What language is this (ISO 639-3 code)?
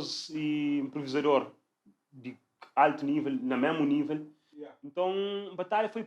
kea